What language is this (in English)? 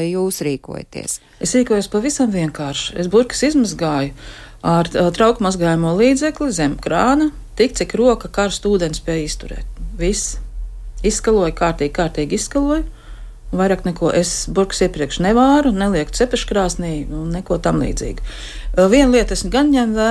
Latvian